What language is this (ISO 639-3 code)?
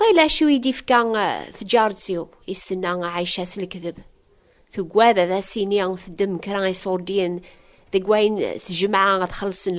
kab